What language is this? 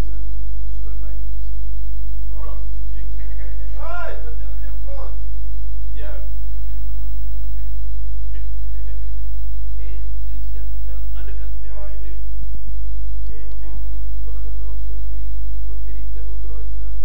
Afrikaans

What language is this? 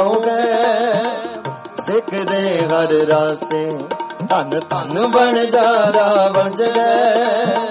Punjabi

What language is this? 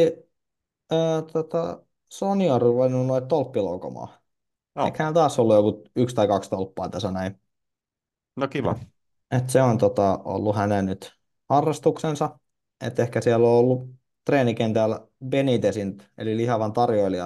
Finnish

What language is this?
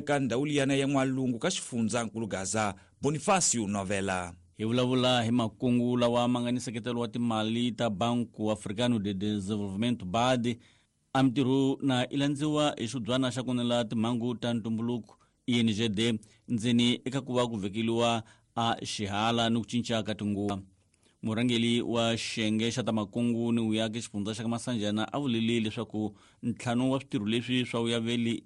Tsonga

